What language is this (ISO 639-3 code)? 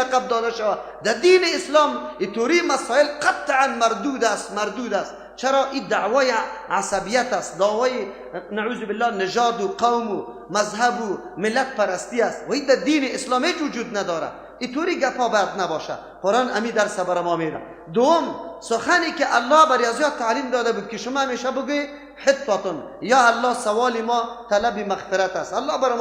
fas